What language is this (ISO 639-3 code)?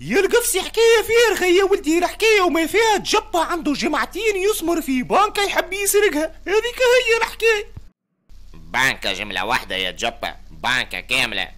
aeb